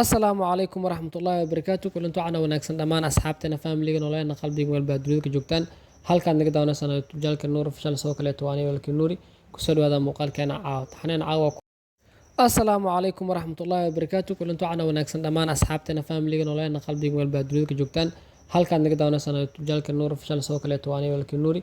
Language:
Somali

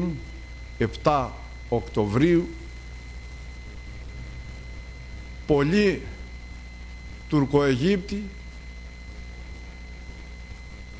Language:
Greek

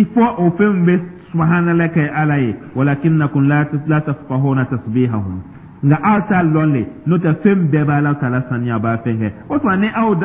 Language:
Dyula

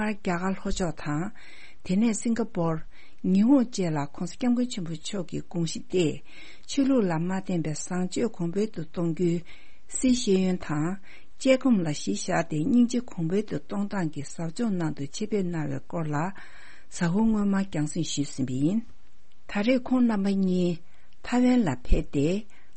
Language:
Tibetan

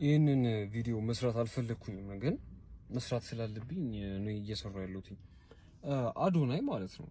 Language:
Amharic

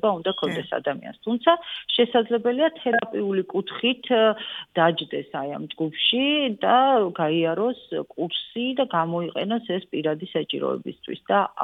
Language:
Georgian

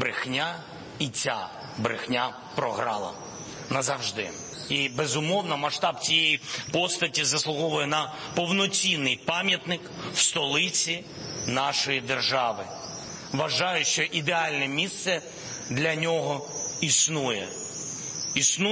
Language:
Ukrainian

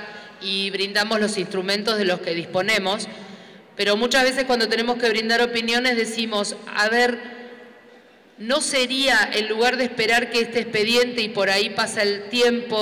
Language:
Spanish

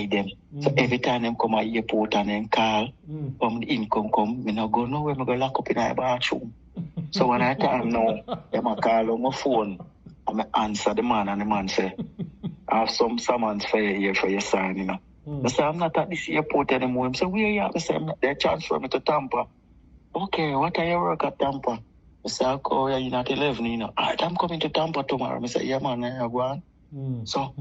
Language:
Jamaican Creole English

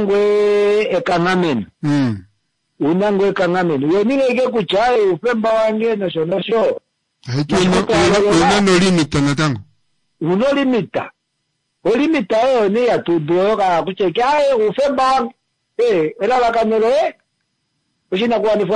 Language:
Kuanyama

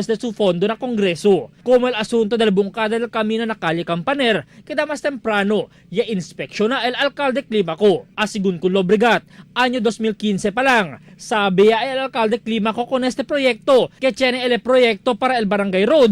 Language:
Chavacano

